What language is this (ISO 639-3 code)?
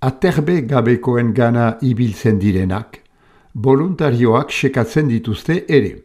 eus